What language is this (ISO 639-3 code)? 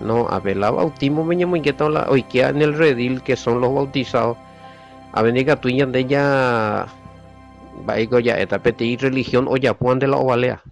grn